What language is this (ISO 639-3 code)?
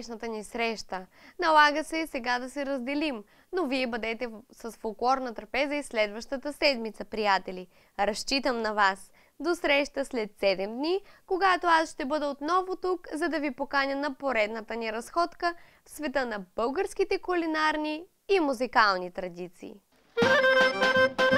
bul